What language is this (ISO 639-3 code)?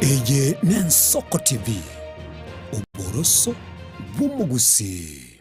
guz